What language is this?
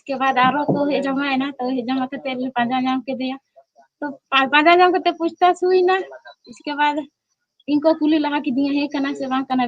Santali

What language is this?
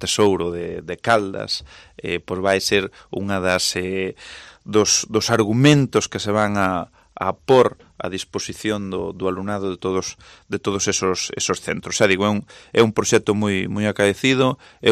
Galician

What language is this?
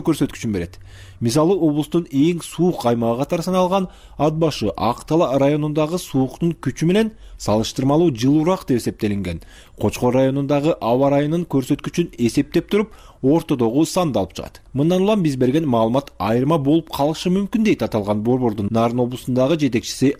Kyrgyz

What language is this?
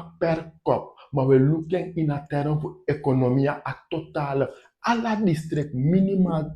Sranan Tongo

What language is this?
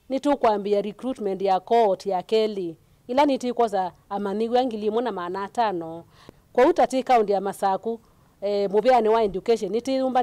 Kamba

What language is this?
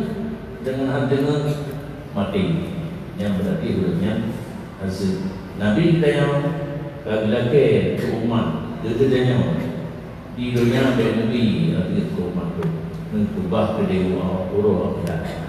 Achinese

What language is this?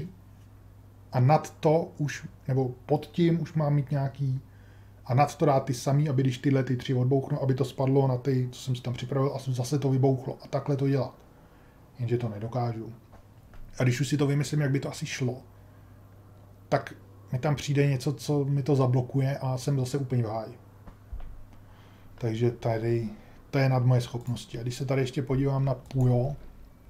Czech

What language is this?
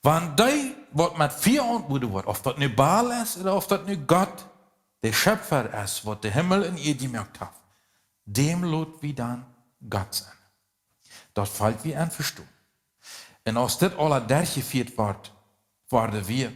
Plautdietsch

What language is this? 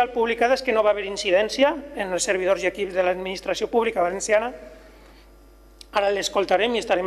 Catalan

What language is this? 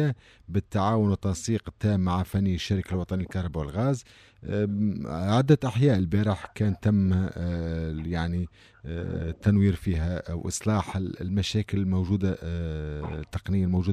Tunisian Arabic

